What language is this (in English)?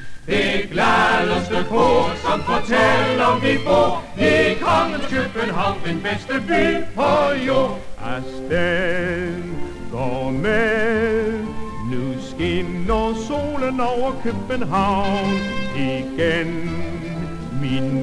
Danish